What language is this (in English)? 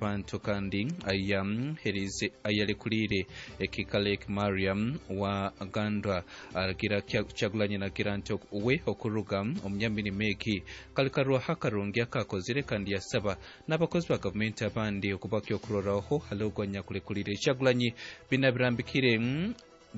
Nyankole